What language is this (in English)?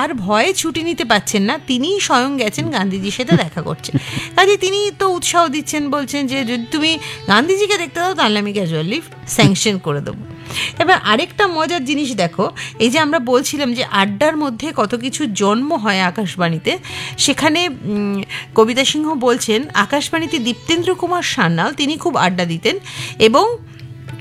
Bangla